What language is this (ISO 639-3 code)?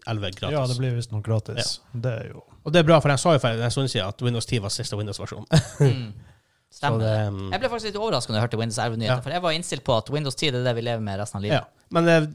nor